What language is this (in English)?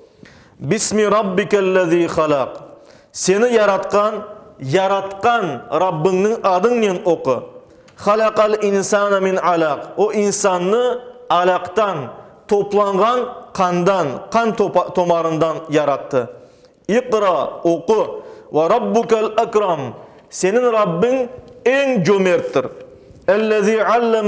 Crimean Tatar